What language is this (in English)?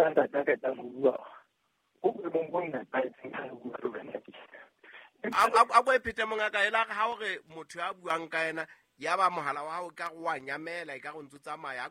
Southern Sotho